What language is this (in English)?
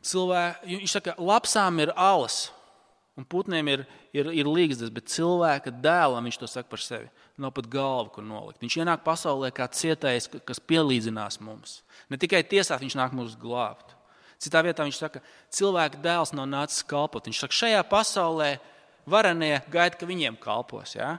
Latvian